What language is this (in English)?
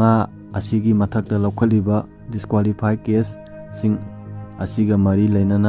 Manipuri